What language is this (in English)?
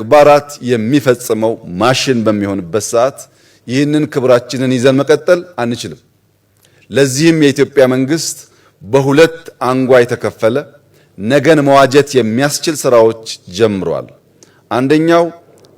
Amharic